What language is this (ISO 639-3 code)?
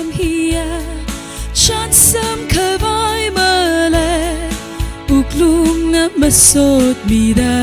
nmf